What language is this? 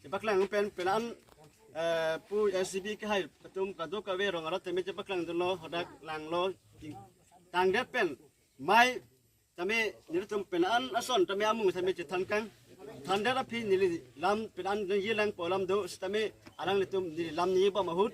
Karbi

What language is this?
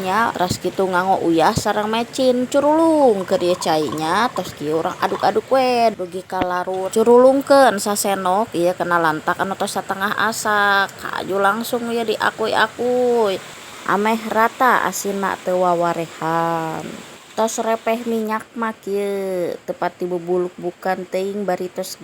Sundanese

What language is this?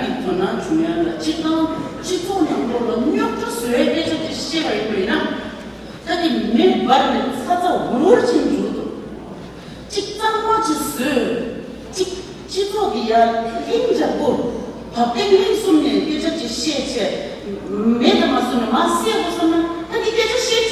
Tibetan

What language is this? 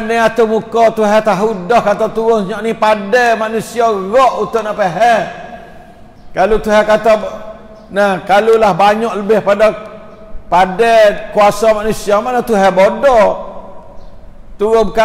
Malay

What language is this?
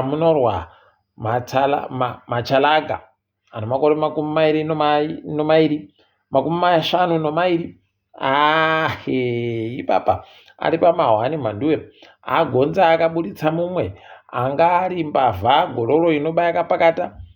Ndau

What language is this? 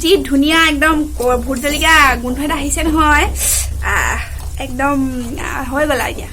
Assamese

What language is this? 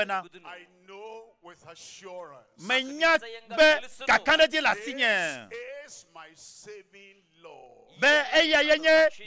Ewe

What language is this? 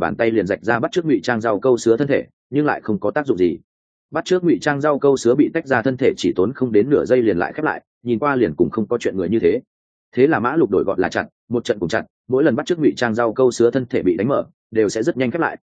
Vietnamese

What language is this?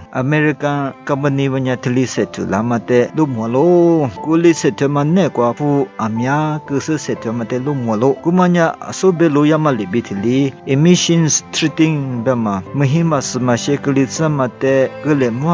Lisu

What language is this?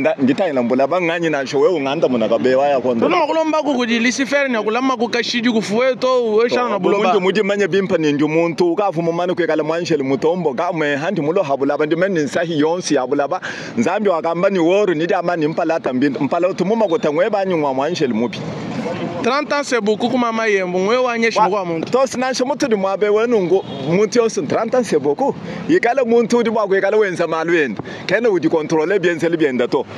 Luba-Lulua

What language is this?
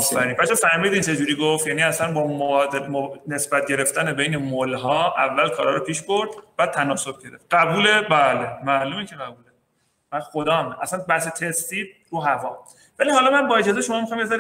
Persian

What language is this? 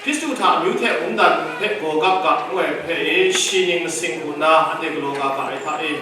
Kachin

